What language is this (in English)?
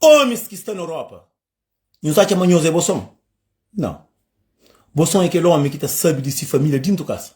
Kabuverdianu